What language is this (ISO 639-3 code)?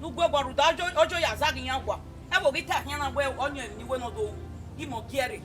bin